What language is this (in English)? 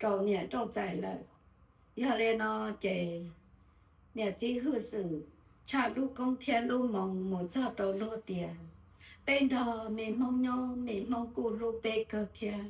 Hmong